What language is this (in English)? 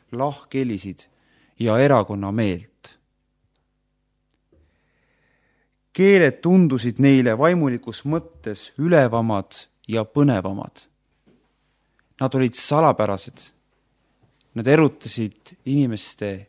Estonian